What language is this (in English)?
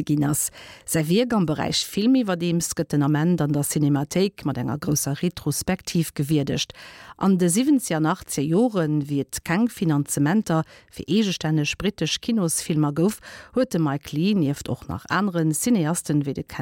Luxembourgish